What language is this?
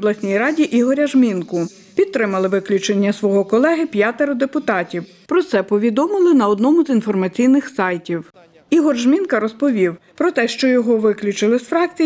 Ukrainian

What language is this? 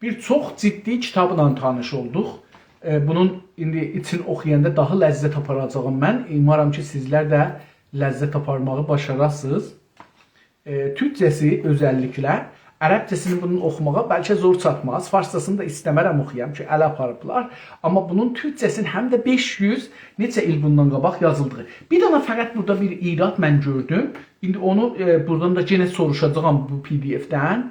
South Azerbaijani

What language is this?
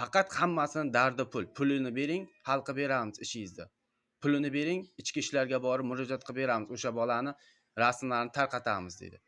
Uzbek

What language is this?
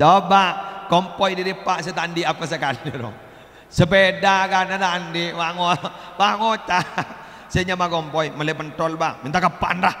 Madurese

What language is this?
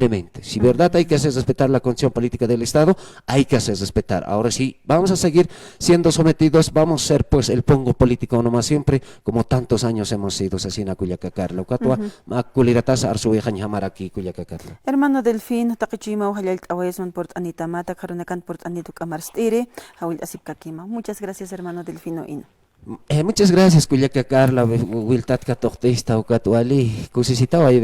Aymara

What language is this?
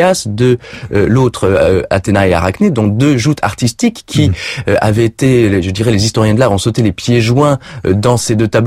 French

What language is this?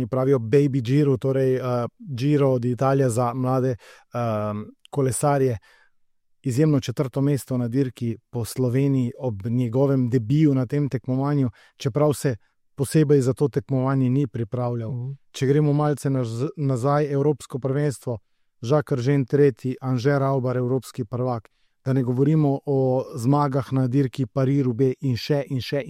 Slovenian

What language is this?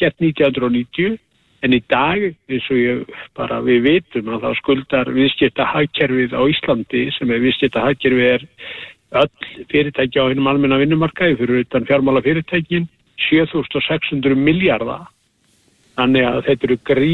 Icelandic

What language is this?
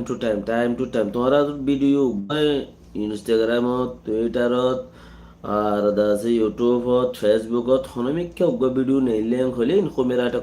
Rohingya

